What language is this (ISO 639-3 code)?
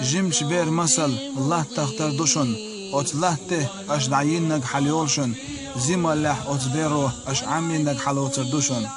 che